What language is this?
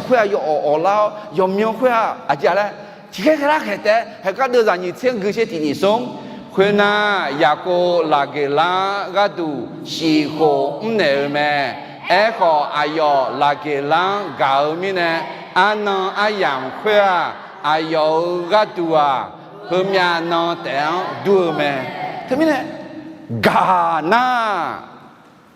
Akha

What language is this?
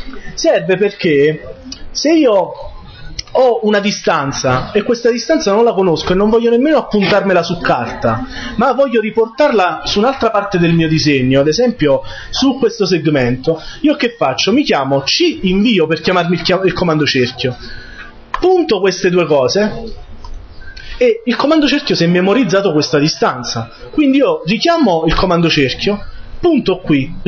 Italian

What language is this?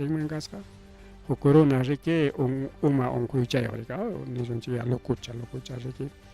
Ayacucho Quechua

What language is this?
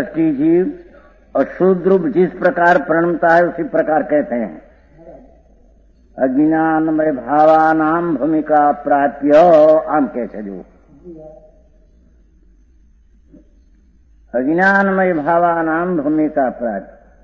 Gujarati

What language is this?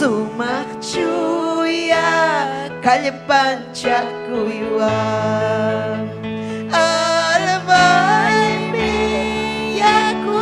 Ayacucho Quechua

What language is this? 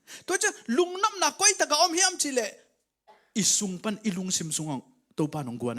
Tedim Chin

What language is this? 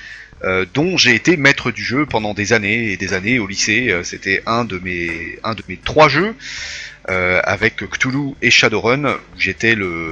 French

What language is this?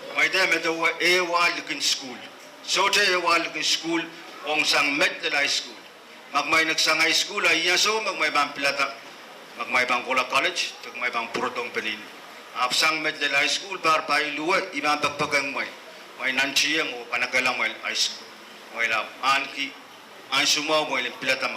Pohnpeian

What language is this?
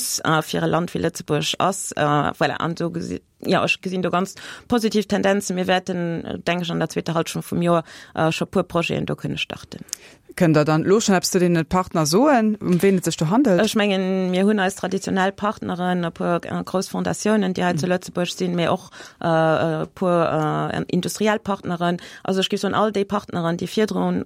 Luxembourgish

